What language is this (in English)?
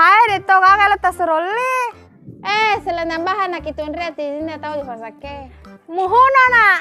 Buginese